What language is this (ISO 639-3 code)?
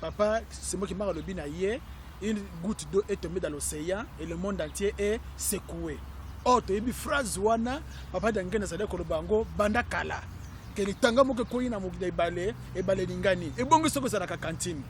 lin